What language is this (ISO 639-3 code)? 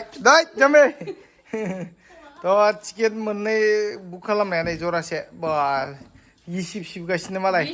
brx